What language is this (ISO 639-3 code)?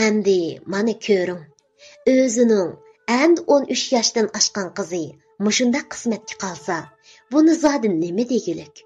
uig